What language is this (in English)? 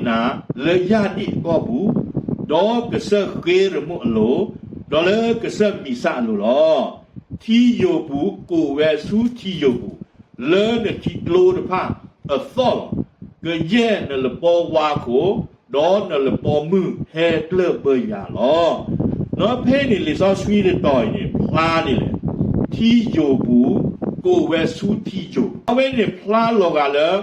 S'gaw Karen